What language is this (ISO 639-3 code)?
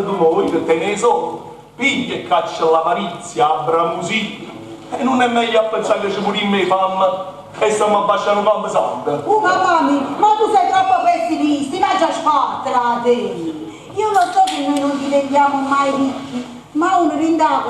nap